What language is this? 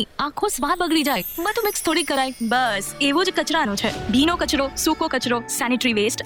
Gujarati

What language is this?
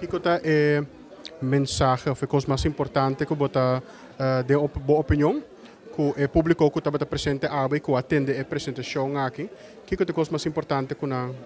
Papiamento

